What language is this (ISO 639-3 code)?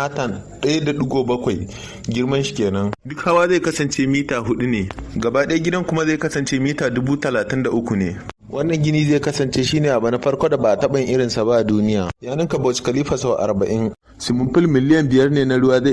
hau